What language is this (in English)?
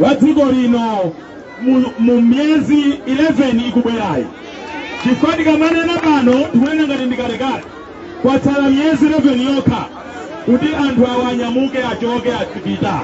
Nyanja